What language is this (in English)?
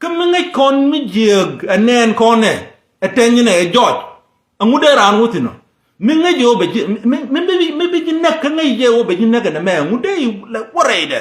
Nuer